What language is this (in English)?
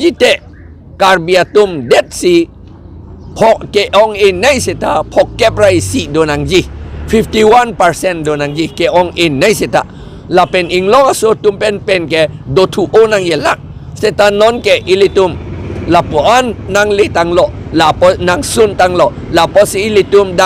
Karbi